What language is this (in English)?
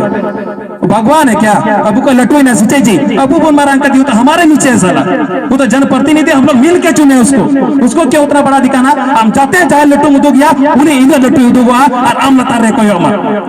Santali